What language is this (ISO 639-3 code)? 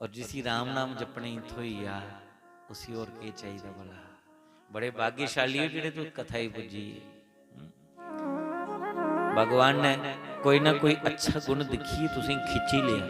doi